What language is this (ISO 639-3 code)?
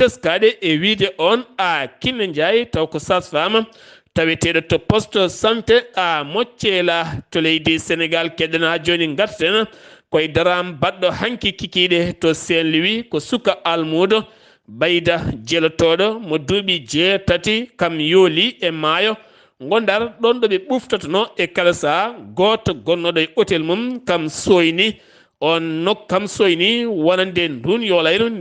ful